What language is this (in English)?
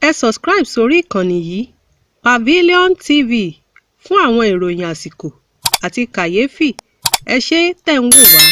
Yoruba